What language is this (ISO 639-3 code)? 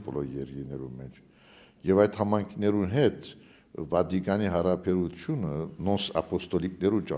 hyw